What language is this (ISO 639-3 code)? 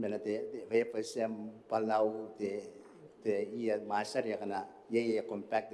gil